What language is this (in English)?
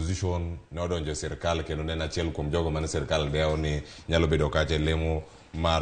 Luo (Kenya and Tanzania)